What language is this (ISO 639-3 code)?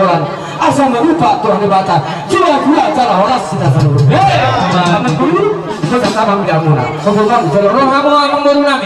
bbc